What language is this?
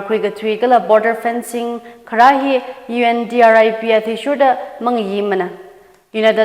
Tangkhul Naga (India)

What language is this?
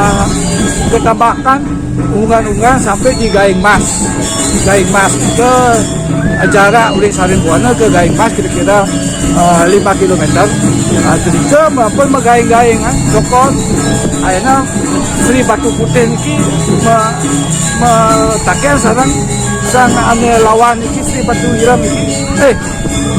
Balinese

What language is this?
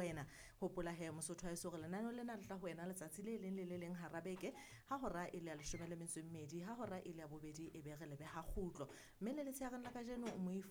Southern Sotho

